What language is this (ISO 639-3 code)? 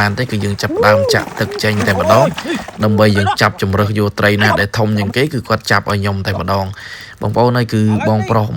khm